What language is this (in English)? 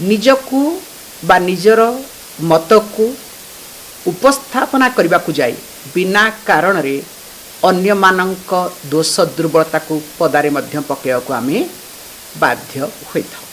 Odia